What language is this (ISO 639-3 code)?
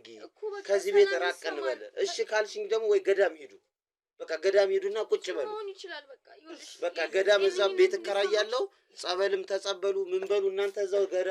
amh